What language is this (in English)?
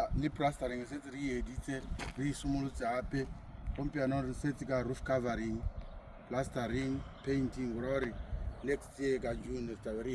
Tswana